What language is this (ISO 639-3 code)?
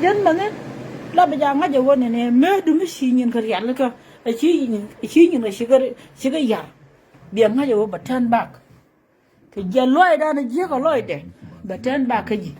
nus